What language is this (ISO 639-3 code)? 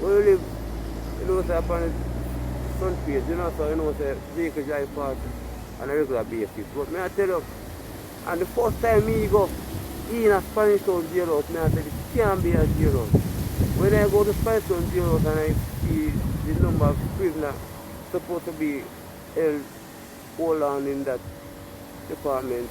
jam